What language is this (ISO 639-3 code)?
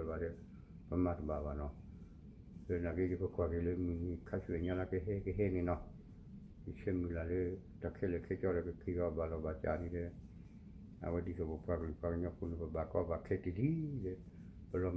ksw